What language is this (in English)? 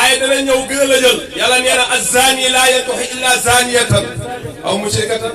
Wolof